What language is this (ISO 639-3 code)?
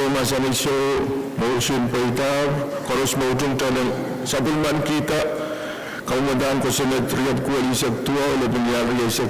pon